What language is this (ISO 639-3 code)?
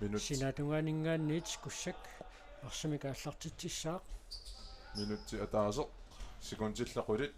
kal